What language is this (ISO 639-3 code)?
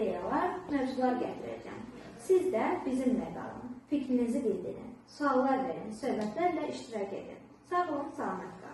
aze